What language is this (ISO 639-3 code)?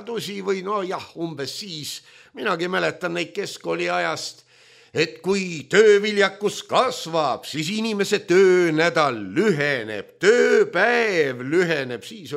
est